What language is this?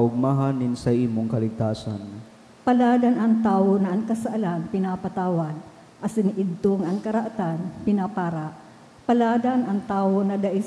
Bikol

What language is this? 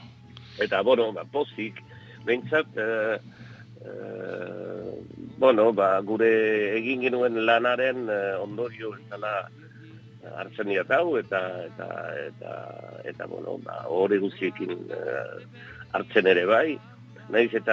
Basque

